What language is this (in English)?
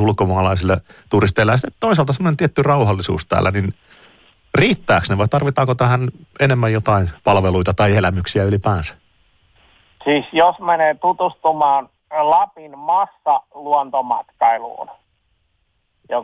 Finnish